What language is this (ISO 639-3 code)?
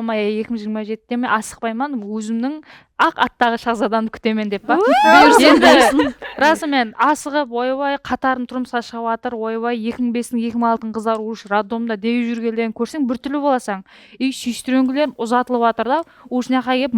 kaa